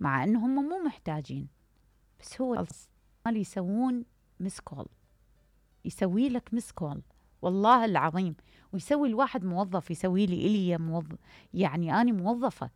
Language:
Mesopotamian Arabic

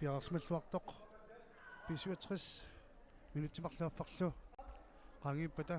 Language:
Kalaallisut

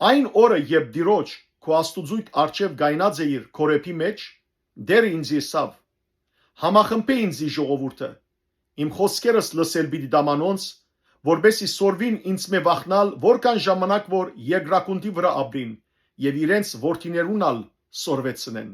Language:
Western Armenian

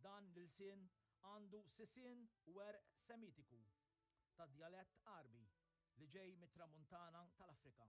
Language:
Maltese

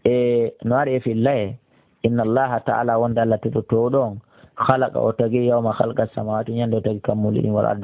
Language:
Pular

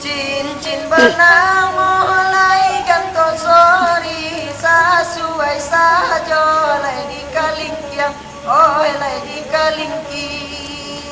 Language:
Minangkabau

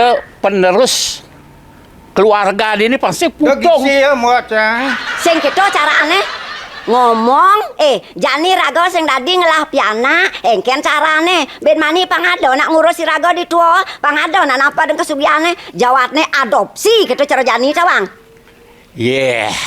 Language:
Balinese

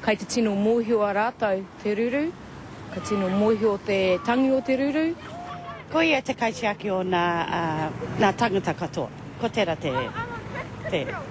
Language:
Māori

